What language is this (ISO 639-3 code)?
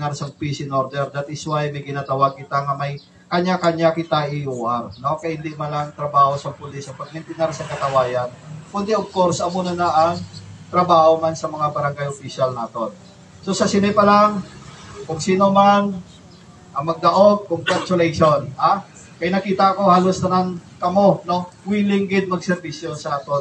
hil